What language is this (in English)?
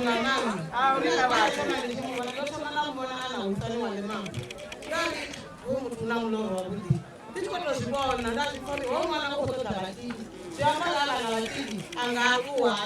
Venda